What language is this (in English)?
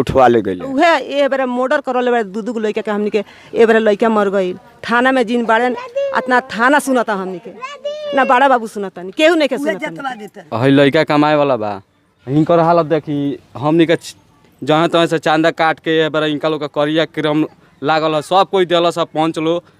Bhojpuri